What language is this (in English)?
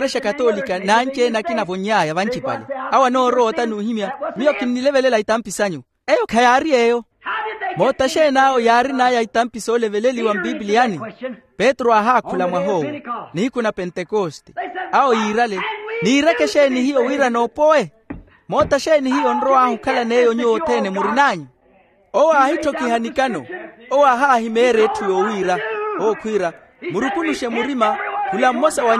Makhuwa